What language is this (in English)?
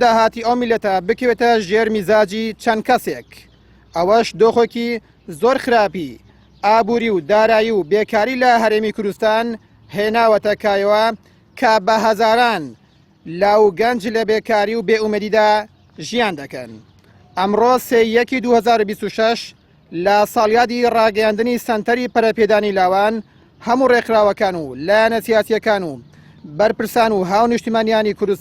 Central Kurdish